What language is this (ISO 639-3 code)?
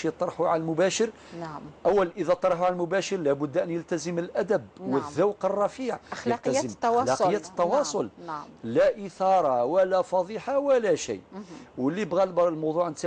arq